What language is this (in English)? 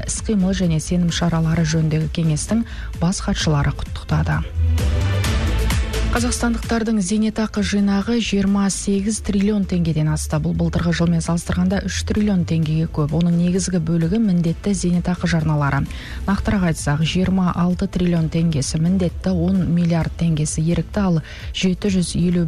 Kazakh